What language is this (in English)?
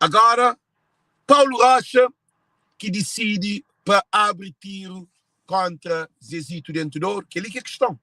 Kabuverdianu